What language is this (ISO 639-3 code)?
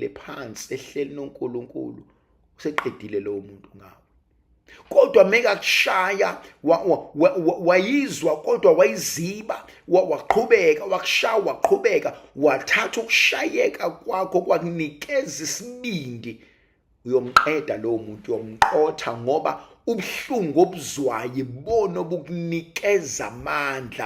zul